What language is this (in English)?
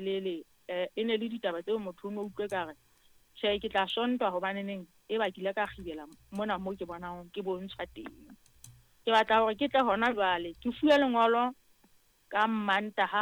Southern Sotho